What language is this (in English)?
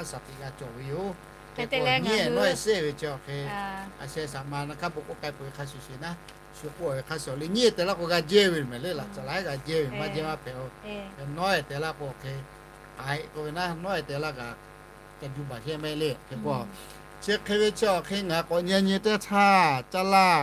Lahu